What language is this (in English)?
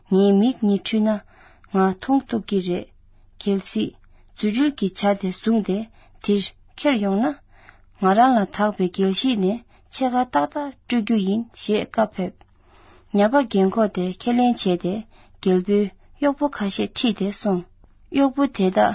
Tibetan